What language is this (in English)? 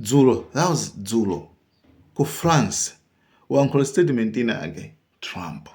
Nyanja